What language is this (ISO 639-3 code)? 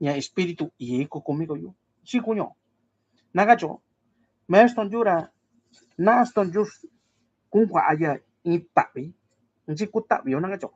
mix